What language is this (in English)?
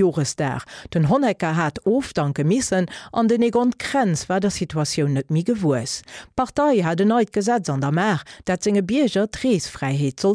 Luxembourgish